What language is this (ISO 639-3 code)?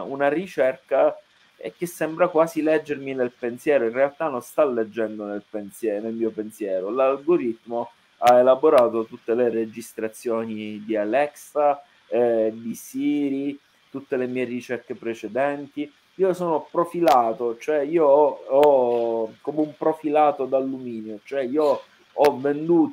ita